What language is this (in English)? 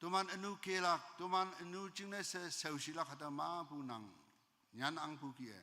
Konyak Naga